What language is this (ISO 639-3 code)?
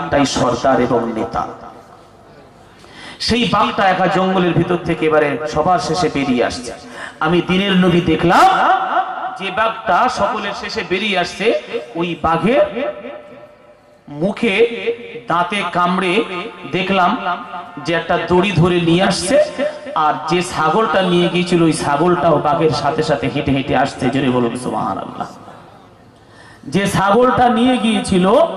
ben